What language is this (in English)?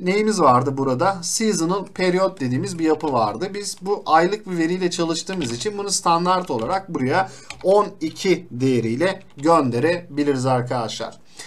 Turkish